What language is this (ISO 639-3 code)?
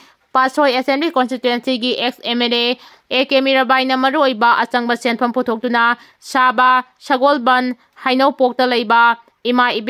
mni